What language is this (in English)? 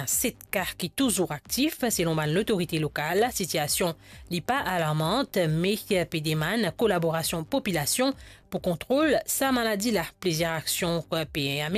Morisyen